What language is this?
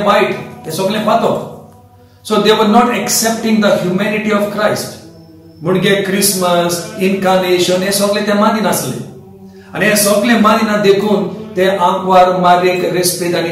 Konkani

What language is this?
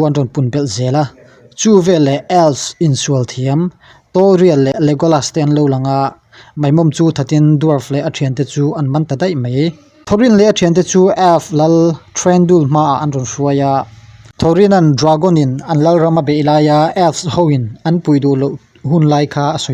Mizo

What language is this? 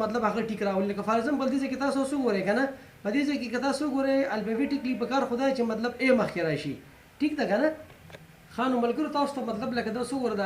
Pashto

